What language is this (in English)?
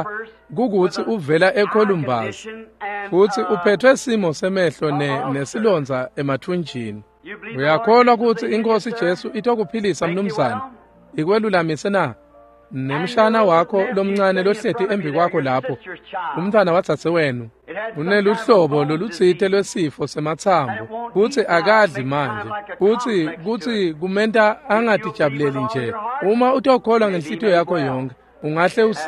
Swati